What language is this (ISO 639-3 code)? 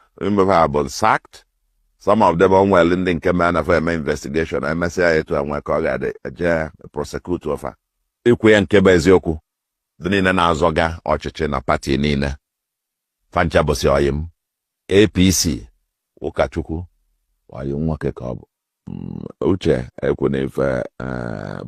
ibo